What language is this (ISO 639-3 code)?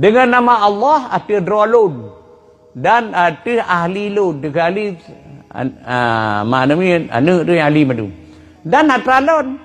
ace